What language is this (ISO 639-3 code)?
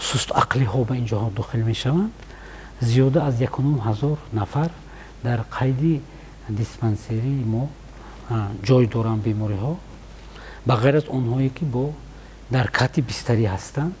tgk